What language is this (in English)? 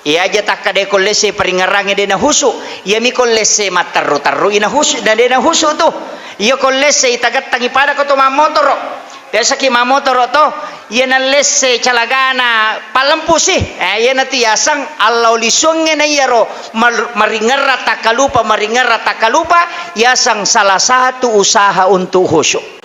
Buginese